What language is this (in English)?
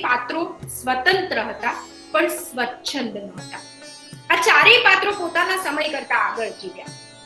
Gujarati